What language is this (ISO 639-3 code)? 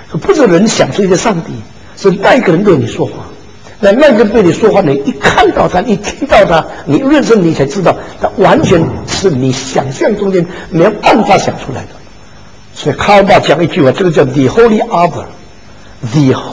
zho